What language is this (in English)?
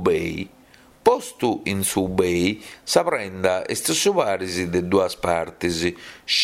Sardinian